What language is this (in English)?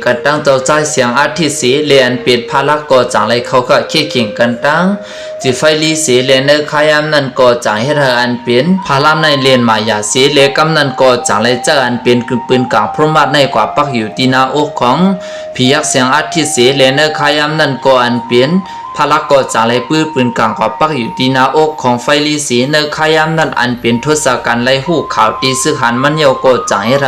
Shan